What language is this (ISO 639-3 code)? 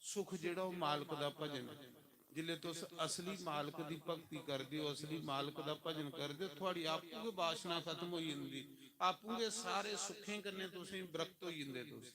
doi